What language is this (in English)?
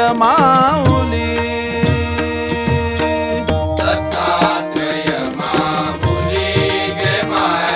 Marathi